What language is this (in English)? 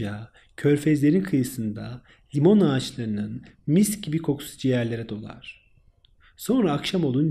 Turkish